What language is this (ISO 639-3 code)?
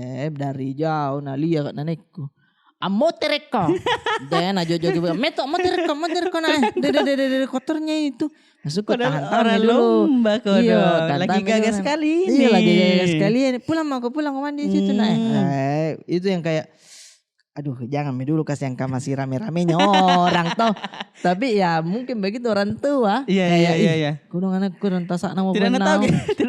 mfp